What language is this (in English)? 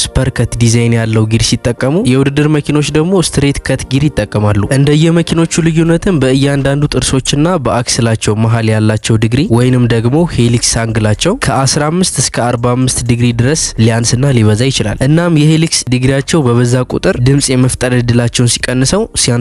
Amharic